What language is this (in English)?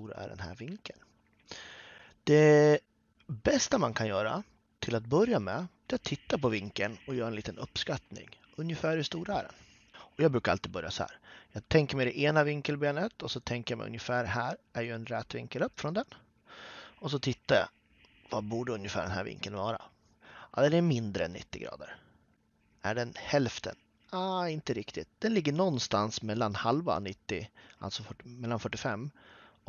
Swedish